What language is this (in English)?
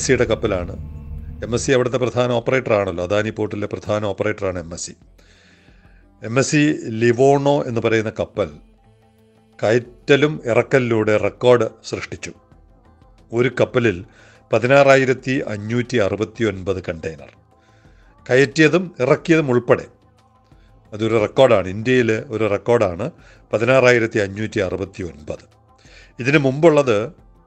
Malayalam